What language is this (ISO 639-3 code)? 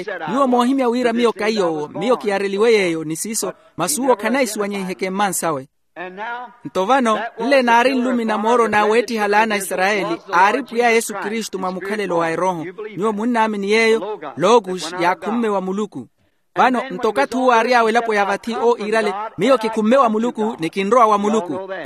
vmw